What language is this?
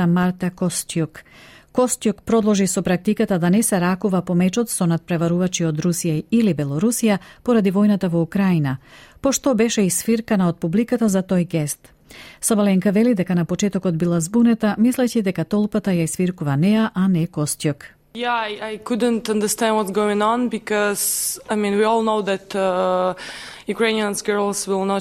Macedonian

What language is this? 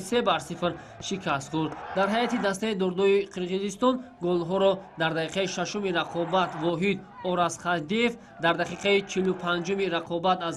Tajik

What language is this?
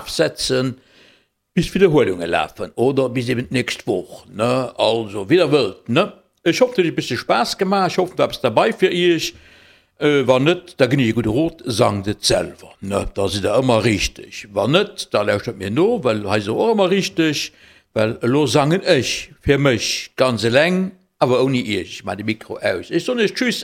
Luxembourgish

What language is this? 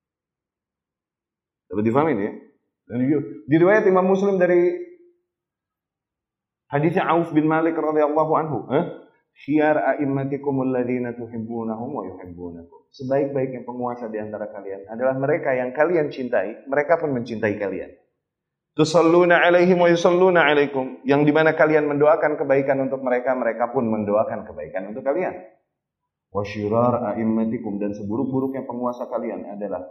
Indonesian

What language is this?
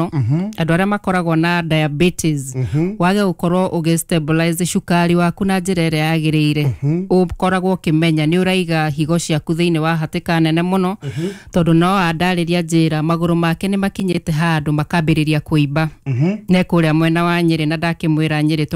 Kikuyu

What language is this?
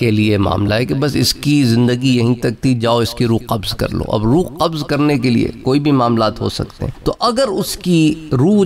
Urdu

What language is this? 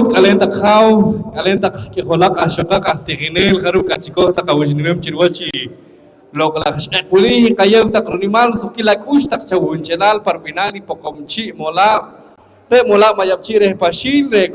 Poqomchi'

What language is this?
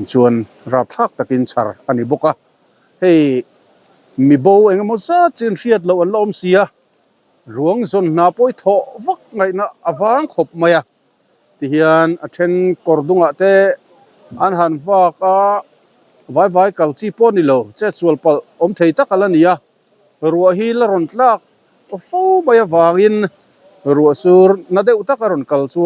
Mizo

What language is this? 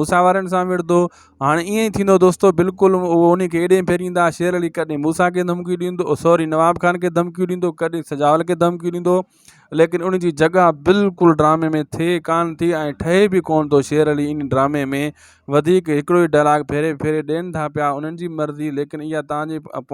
Sindhi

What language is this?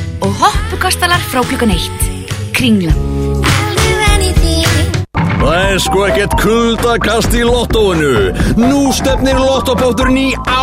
Icelandic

